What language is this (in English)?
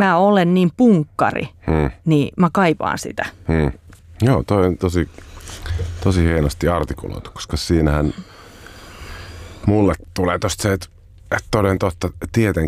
Finnish